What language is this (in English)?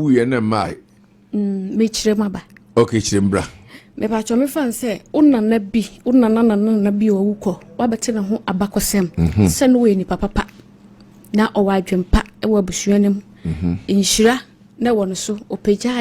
Akan